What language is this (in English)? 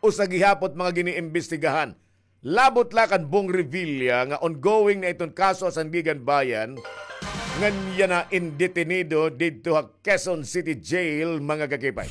Waray